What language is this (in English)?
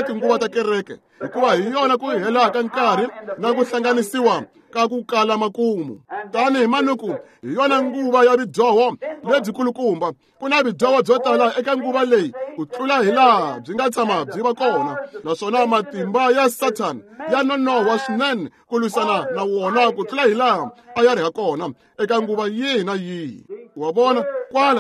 Tsonga